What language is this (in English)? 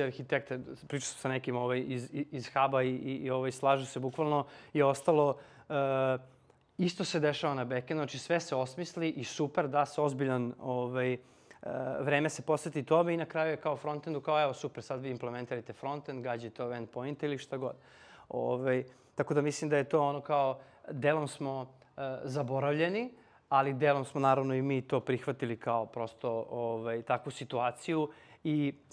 Serbian